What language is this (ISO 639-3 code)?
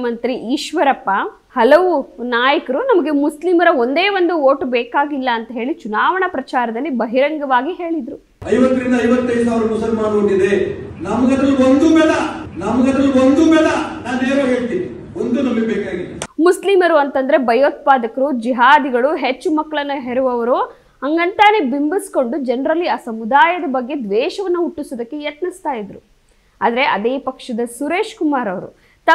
kan